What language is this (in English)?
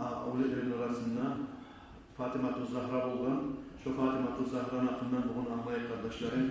Kumyk